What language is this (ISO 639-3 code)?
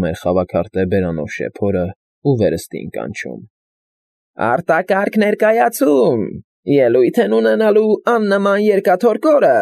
hye